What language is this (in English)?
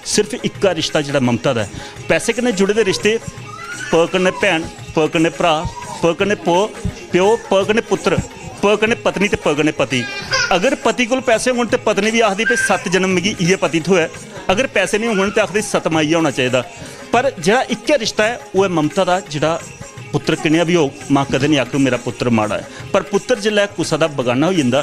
Dogri